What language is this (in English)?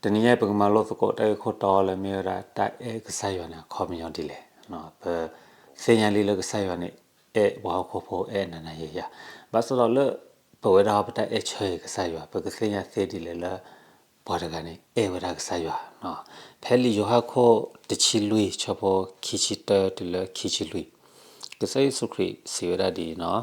S'gaw Karen